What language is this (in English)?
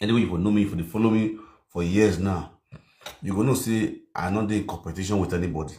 Nigerian Pidgin